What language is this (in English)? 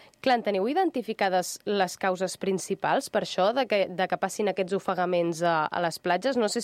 Catalan